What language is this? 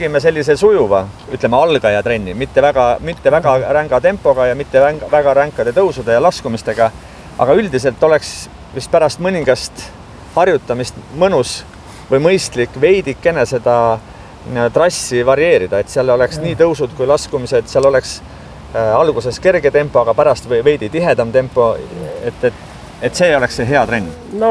Estonian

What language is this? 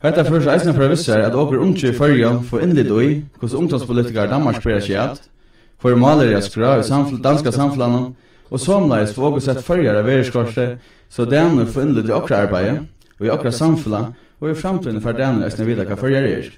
Faroese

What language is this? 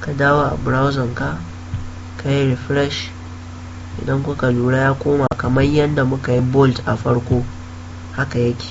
Hausa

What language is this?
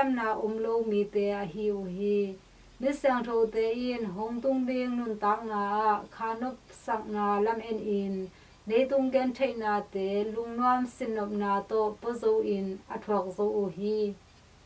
Tedim Chin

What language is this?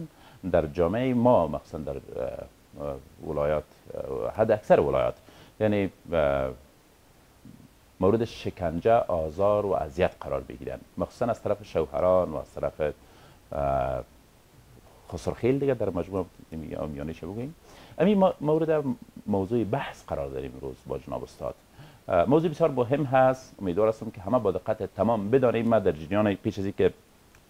Persian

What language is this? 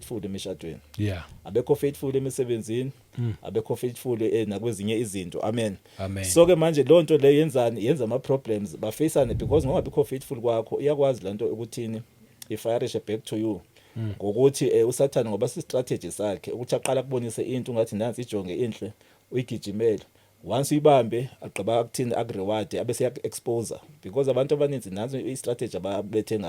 Zulu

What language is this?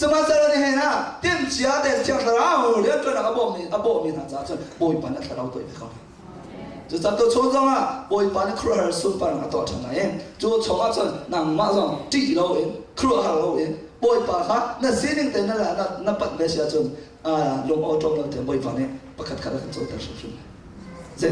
Hakha Chin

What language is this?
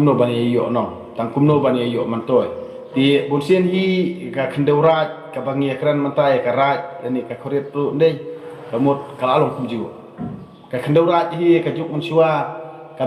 Khasi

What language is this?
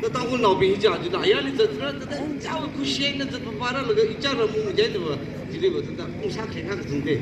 Tangkhul Naga (India)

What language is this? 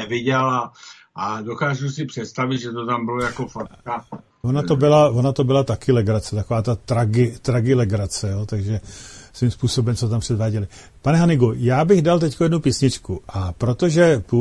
Czech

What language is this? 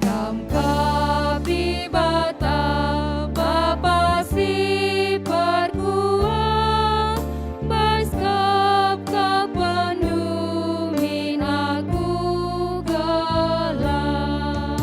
Batak Karo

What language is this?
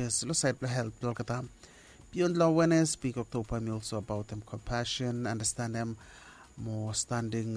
Bislama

